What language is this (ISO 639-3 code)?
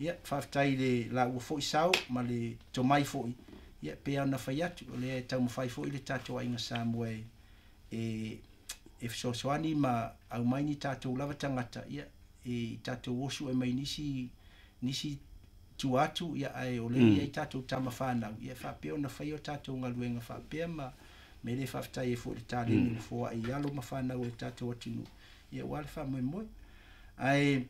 smo